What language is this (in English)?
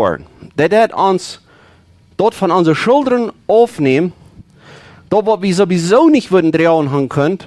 Plautdietsch